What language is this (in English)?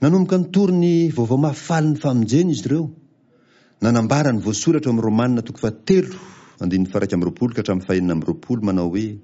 Malagasy